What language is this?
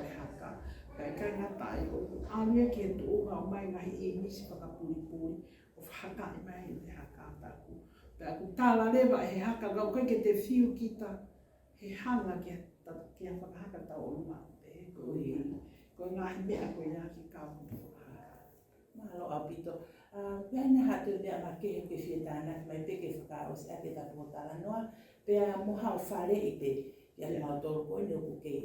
Tongan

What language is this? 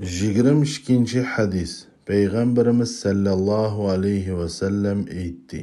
Uyghur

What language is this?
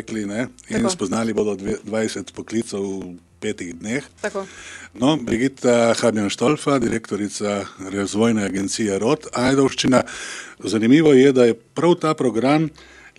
Slovenian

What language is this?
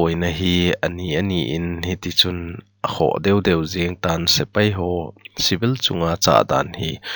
Thado Chin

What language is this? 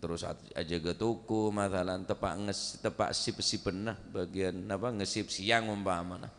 Madurese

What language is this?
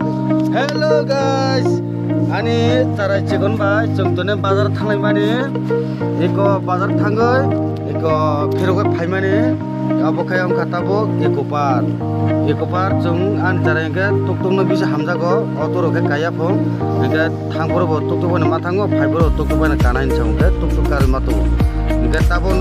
Kok Borok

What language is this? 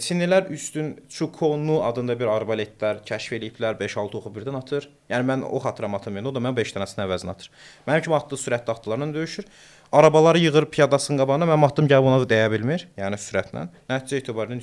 Azerbaijani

